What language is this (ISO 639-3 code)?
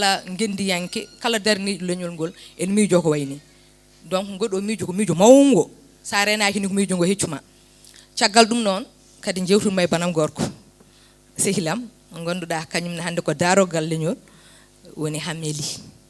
ful